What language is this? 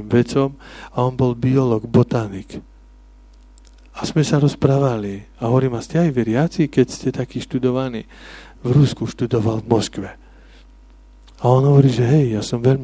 Slovak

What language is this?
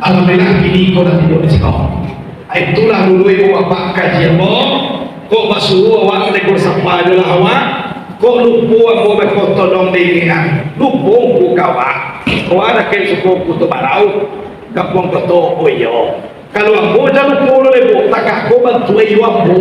Minangkabau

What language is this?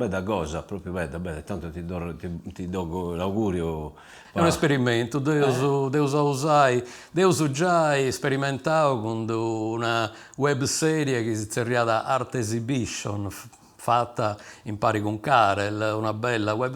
Sardinian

